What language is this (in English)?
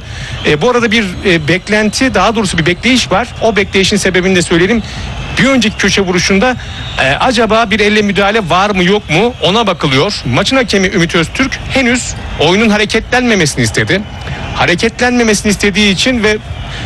Turkish